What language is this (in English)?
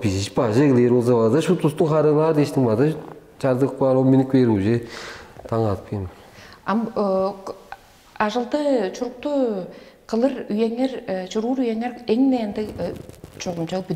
Tuvinian